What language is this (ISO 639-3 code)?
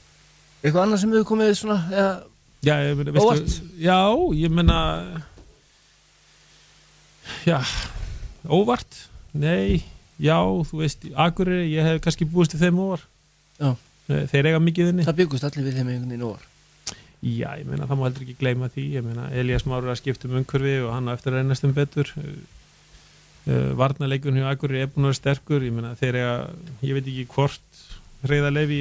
isl